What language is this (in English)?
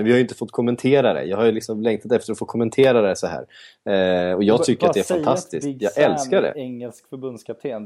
Swedish